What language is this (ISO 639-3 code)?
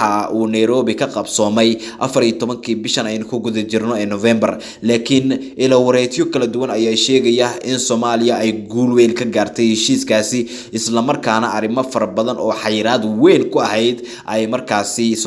som